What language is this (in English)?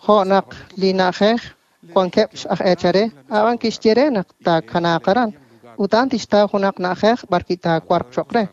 Kekchí